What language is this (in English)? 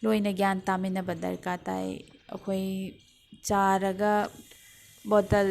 Manipuri